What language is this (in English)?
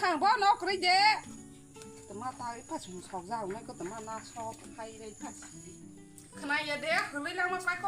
Kok Borok